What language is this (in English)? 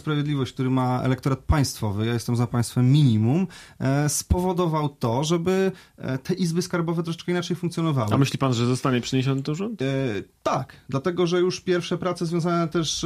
Polish